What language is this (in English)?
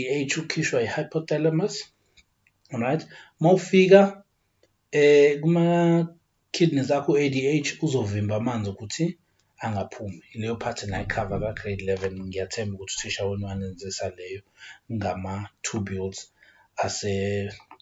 Zulu